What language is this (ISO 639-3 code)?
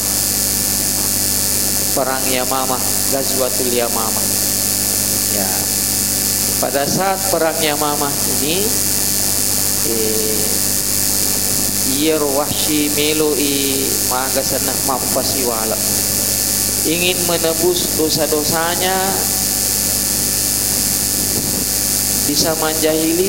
ind